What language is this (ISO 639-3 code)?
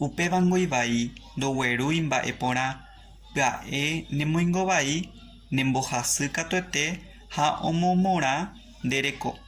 grn